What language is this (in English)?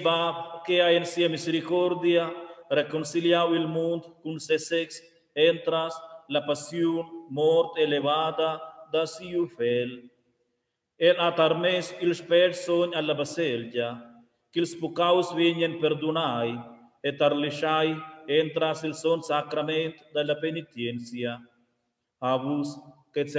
Romansh